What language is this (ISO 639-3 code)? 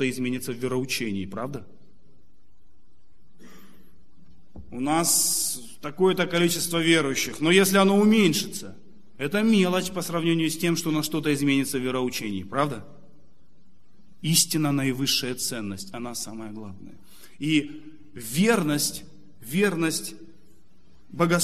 rus